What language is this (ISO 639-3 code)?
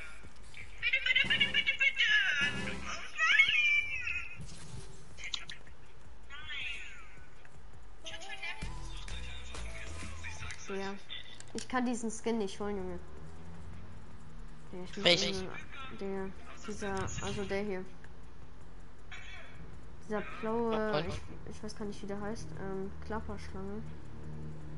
deu